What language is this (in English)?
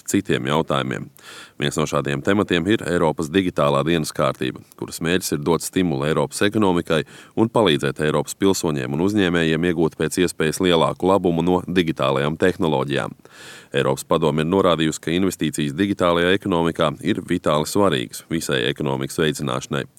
Latvian